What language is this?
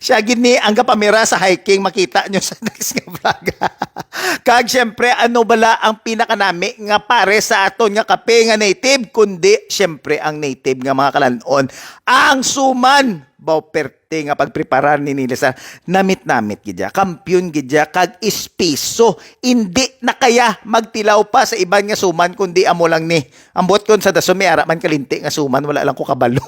Hiligaynon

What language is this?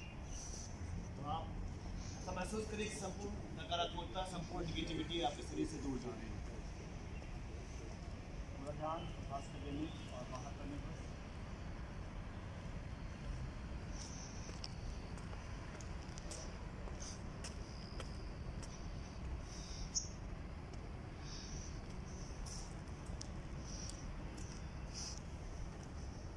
Hindi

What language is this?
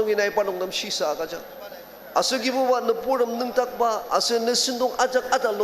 Ao Naga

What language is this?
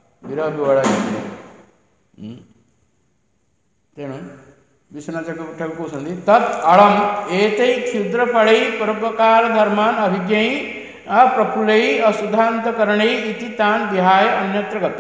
Odia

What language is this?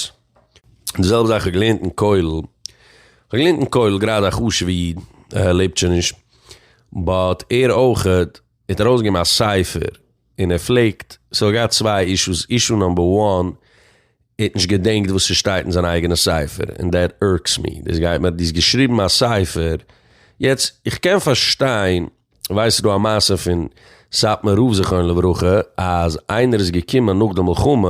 Yiddish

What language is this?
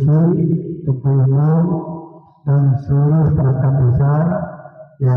Achinese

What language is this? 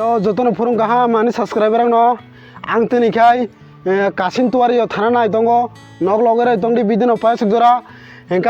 Kok Borok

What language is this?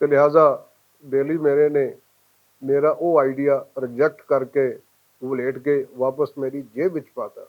Western Panjabi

